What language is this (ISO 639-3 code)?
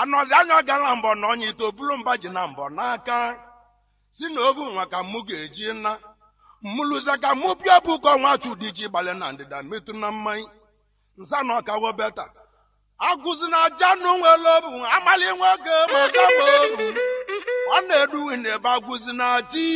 ibo